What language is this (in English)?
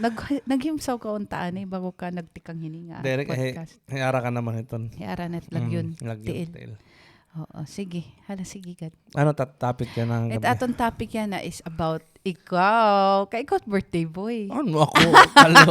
Waray